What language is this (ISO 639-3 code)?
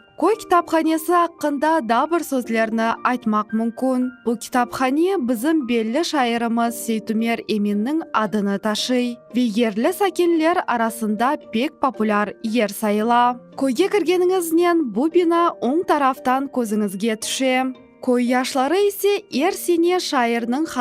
crh